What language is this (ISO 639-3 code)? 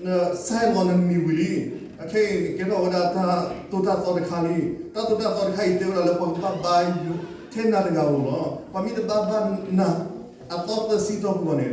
ksw